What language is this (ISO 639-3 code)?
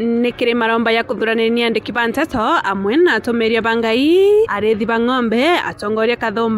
mer